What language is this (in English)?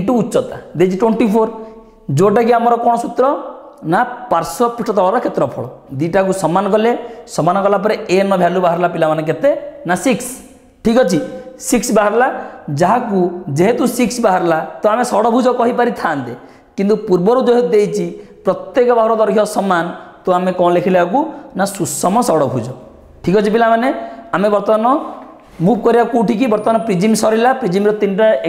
Odia